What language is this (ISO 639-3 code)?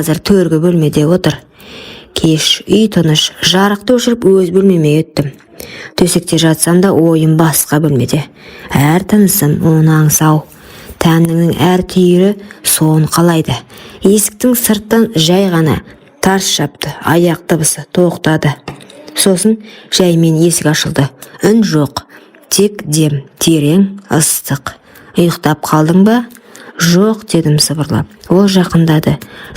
kaz